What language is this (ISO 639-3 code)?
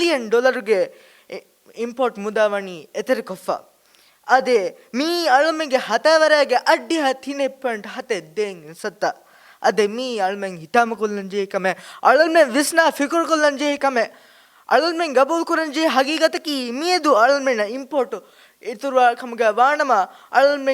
div